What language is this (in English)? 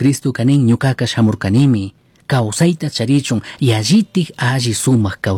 Chimborazo Highland Quichua